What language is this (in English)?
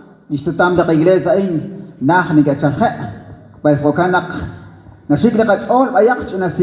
Kekchí